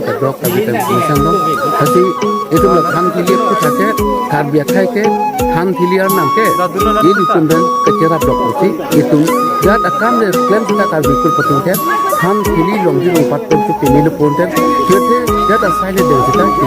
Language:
Karbi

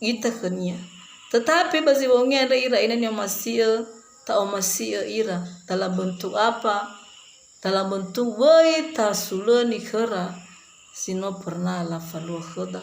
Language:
Nias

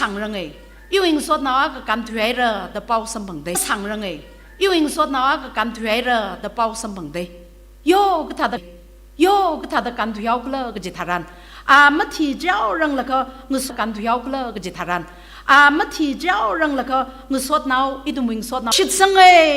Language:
Tangkhul Naga (India)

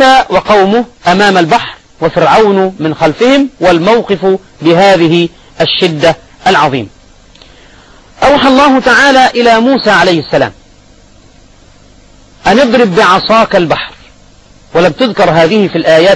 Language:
Arabic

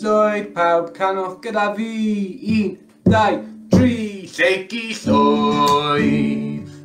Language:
Welsh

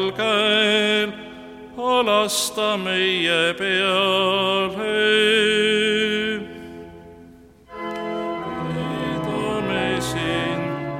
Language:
Estonian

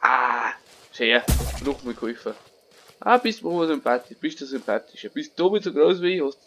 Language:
Bavarian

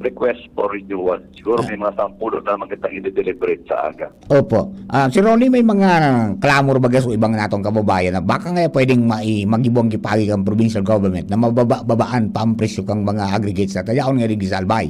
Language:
Bikol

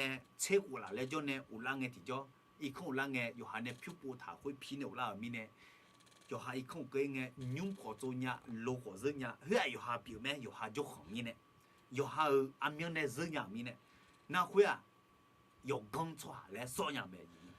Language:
Akha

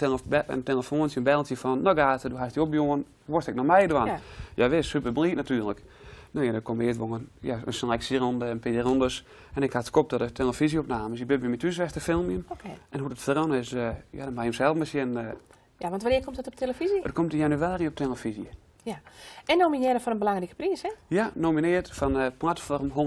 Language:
Western Frisian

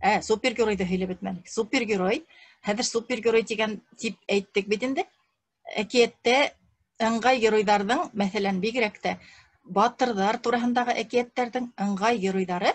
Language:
Bashkir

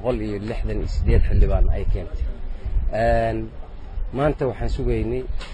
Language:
Somali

